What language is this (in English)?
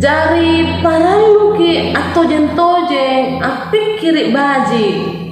Makasar